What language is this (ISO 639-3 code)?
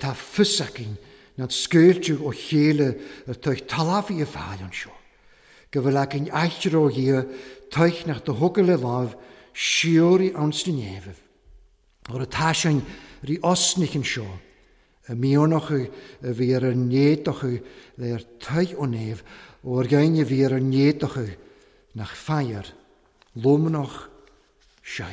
cym